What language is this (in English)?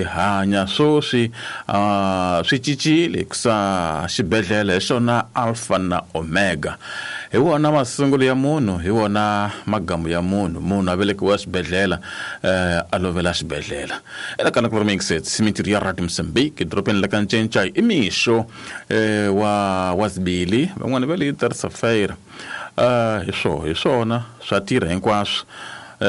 Tsonga